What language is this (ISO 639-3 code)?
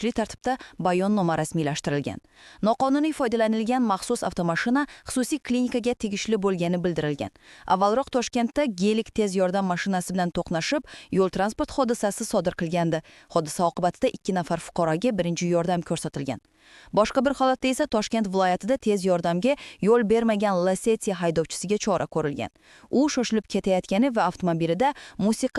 uzb